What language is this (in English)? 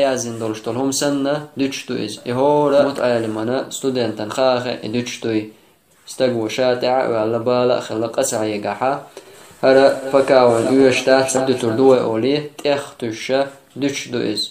Chechen